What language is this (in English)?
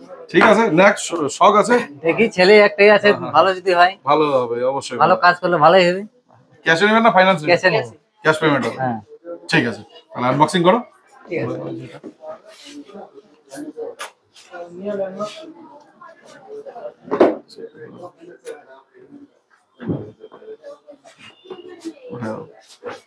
Bangla